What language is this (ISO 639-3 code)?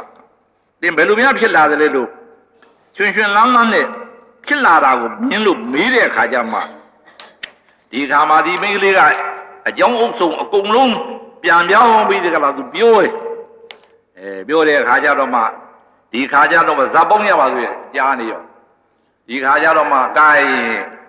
mya